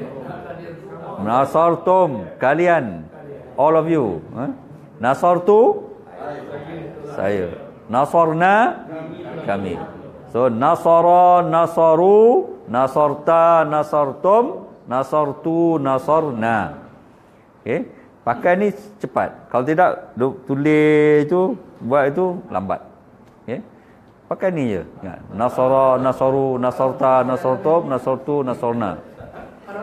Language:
Malay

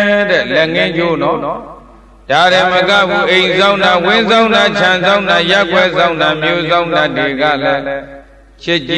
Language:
Burmese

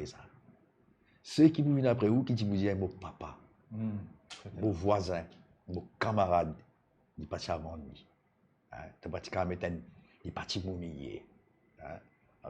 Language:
Morisyen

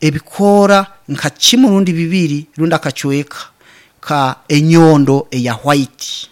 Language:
Nyankole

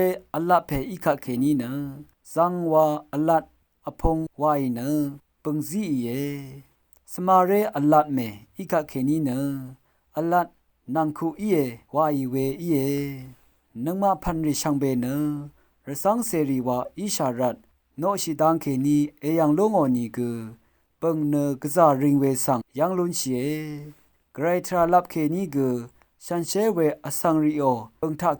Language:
Rawang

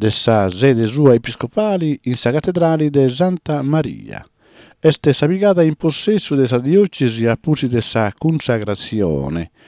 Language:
Sardinian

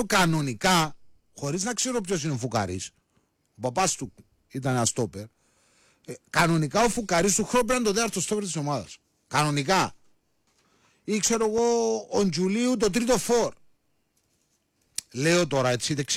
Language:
Greek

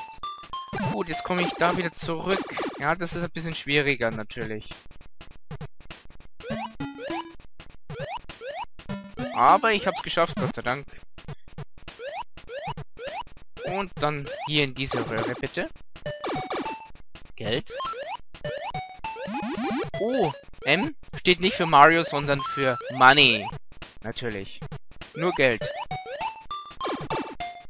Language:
German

